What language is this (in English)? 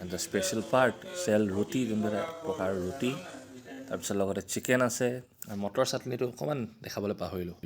Assamese